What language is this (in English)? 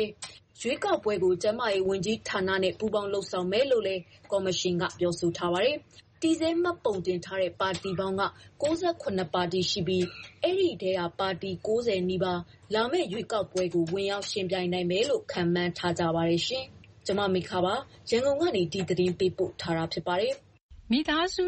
Burmese